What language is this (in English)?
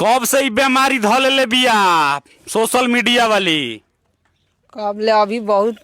Bhojpuri